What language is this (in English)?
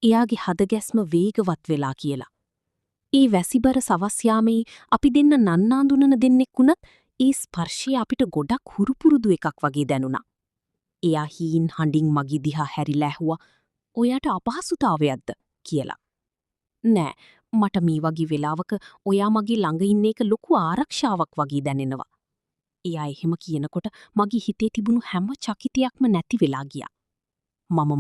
Sinhala